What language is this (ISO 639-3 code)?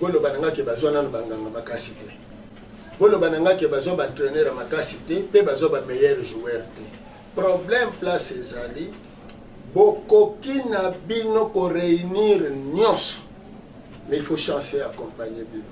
lin